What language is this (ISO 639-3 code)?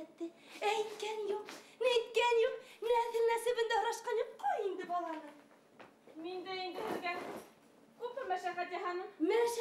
bak